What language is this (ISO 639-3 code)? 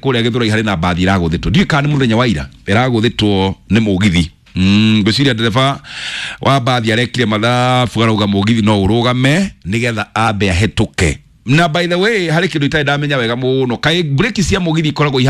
kik